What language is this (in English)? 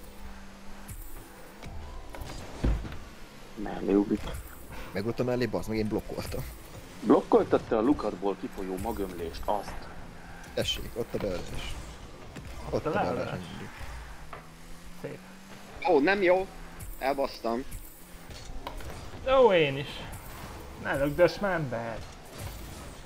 Hungarian